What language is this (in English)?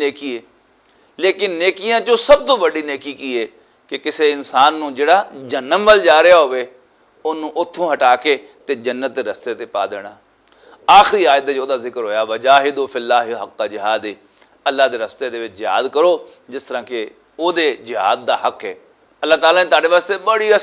Western Panjabi